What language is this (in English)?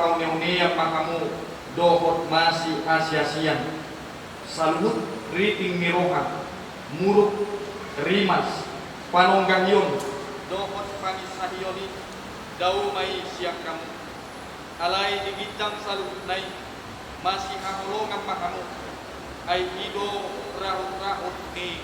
Batak Toba